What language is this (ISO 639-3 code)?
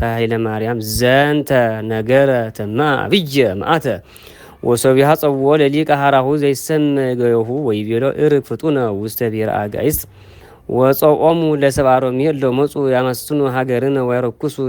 gez